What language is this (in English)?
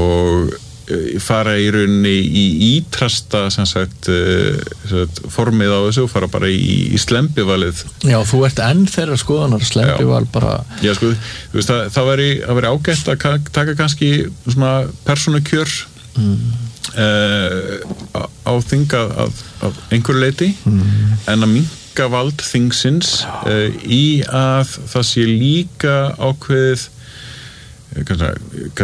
Icelandic